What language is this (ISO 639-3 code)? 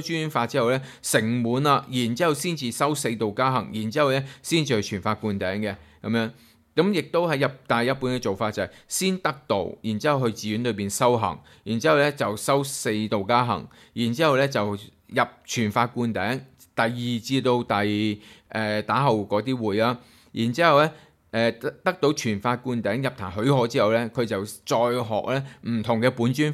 yue